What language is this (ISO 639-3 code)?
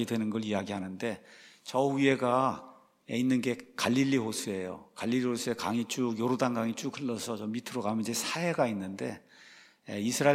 kor